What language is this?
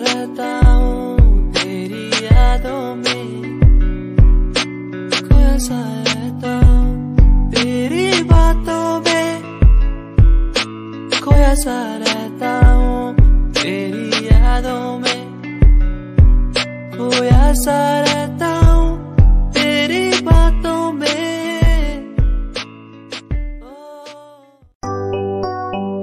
Hindi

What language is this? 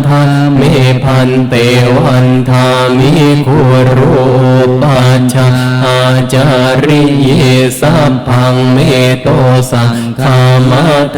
Pali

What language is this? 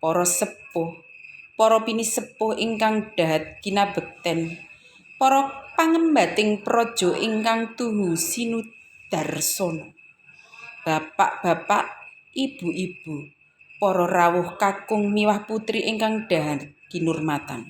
Javanese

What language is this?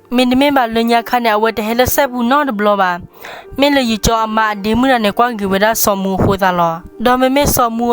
S'gaw Karen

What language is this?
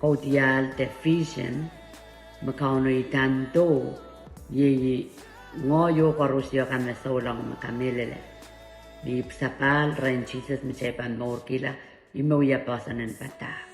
Pohnpeian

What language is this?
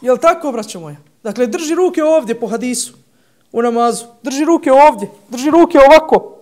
Bosnian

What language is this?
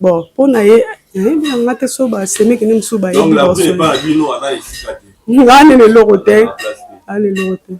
Lingala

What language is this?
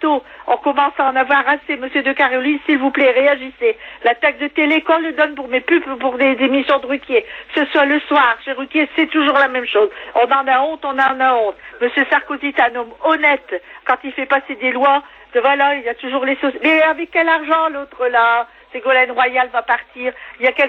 French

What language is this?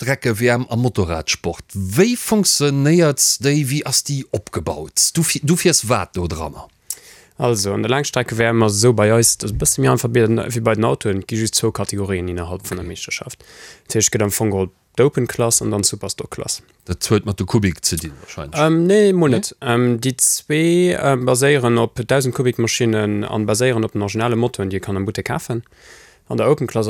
Luxembourgish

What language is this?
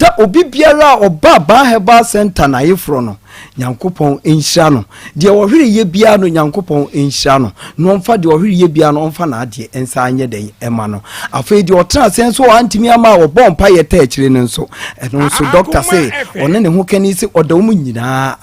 Akan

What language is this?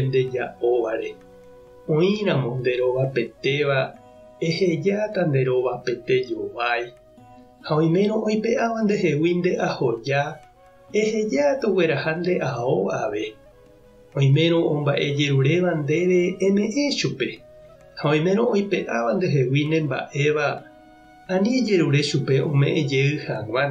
Guarani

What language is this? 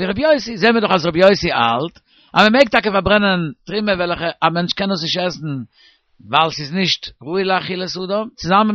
Yiddish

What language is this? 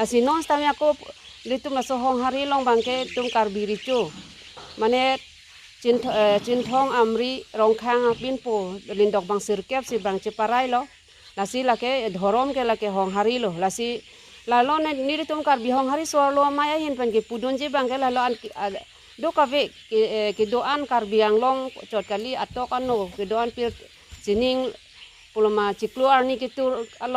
Karbi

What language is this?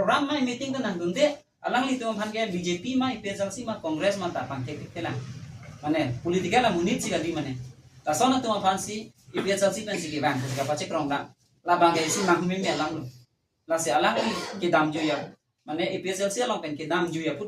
Karbi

